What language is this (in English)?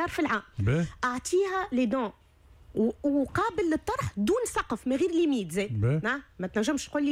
Tunisian Arabic